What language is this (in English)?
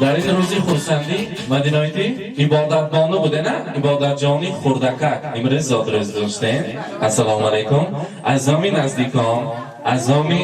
Tajik